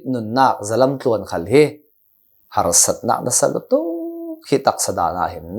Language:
Hakha Chin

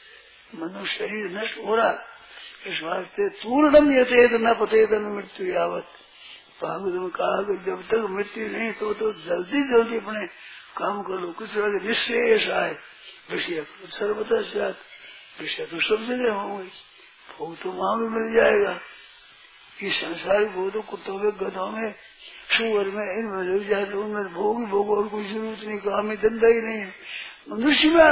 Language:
Hindi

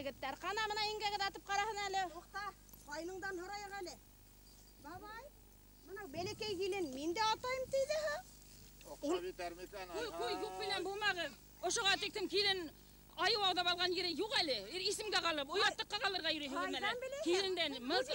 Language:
Bashkir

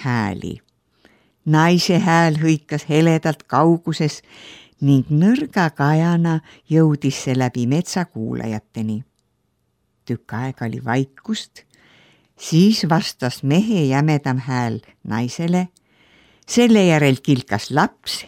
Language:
Estonian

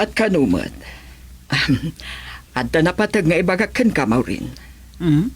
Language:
Iloko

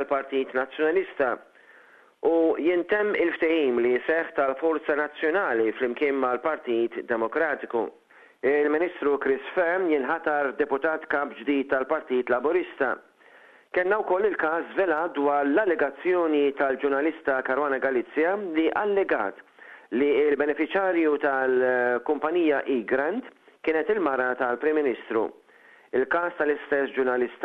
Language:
Maltese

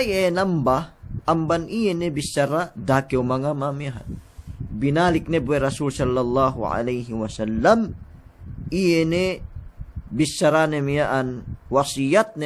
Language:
Yakan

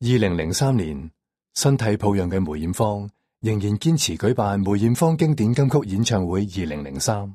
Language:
Cantonese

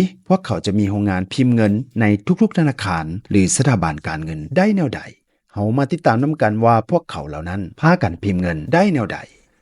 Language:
Lao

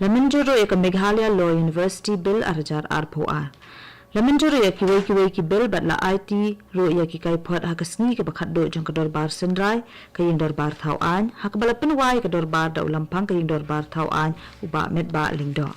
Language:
Khasi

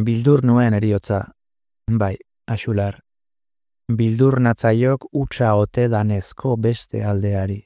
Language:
Basque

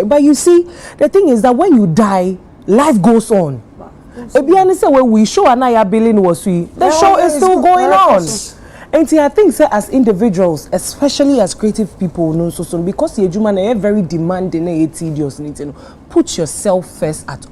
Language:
Akan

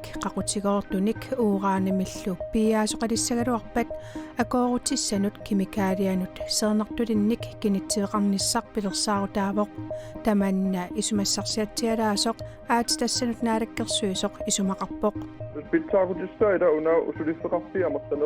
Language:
Kalaallisut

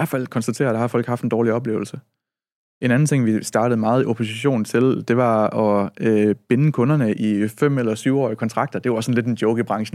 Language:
Danish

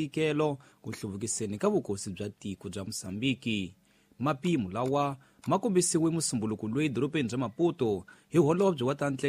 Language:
Tsonga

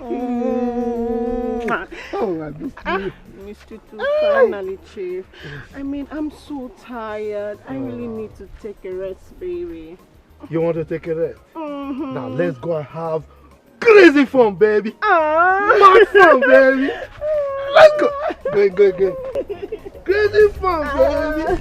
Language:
Nigerian Pidgin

